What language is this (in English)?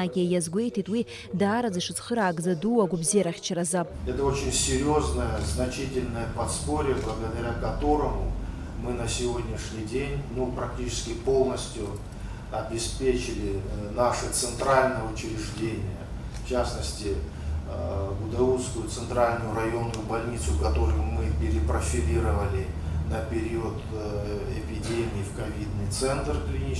Abkhazian